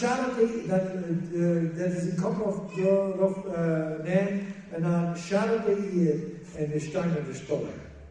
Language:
Plautdietsch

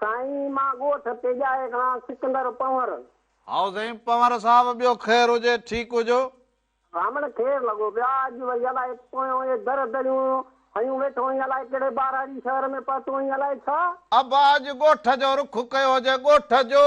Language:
Sindhi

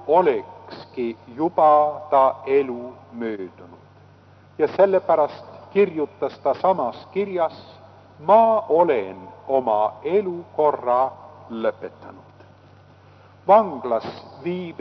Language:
Estonian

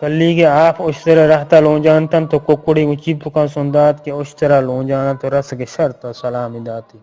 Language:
Eastern Balochi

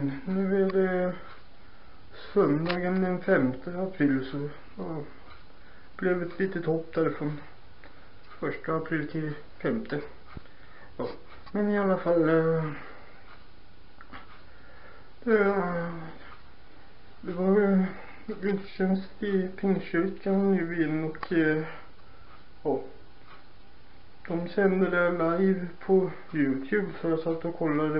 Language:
Swedish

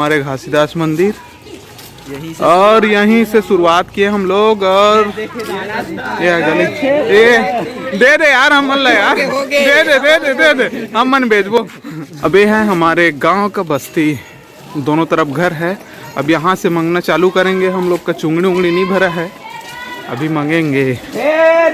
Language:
Chhattisgarhi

